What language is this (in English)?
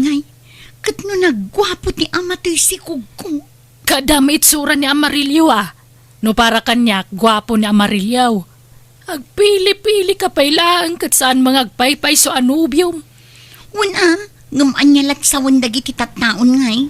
Iloko